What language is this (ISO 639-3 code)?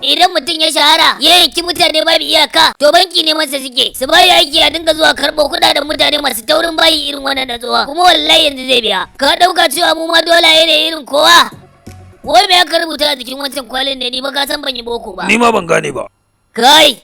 hau